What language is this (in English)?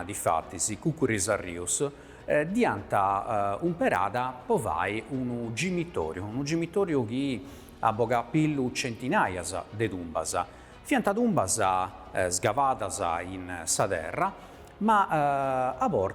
Sardinian